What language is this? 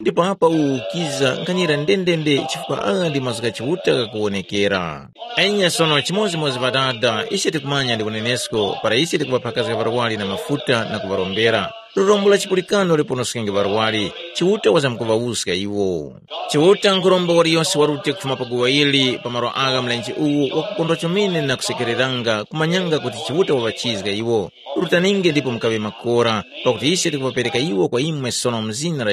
Tumbuka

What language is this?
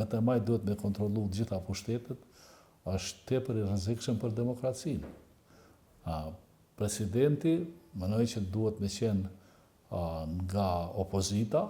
Albanian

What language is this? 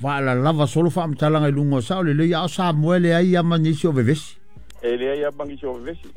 Samoan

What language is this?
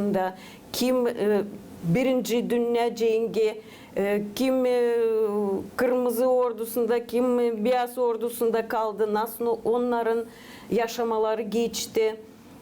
Gagauz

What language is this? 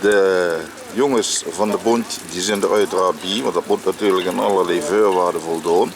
Limburgish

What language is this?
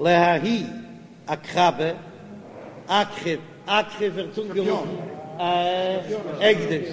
Yiddish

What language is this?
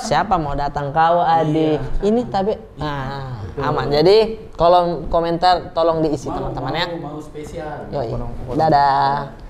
Makassar Malay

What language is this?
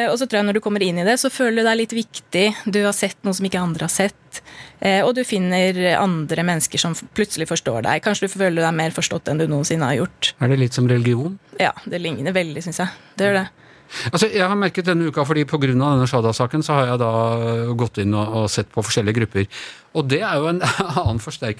Norwegian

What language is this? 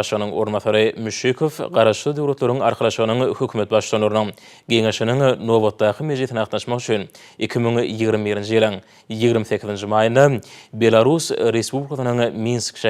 Turkmen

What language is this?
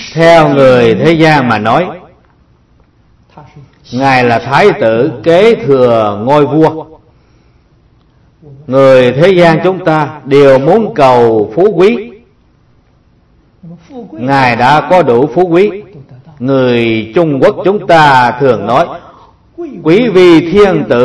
Vietnamese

